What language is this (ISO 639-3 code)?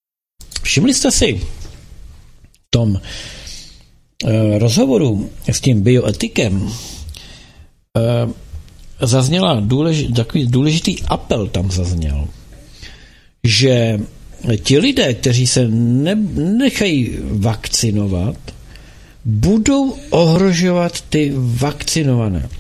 ces